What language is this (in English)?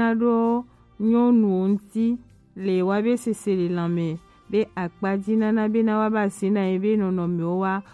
Gen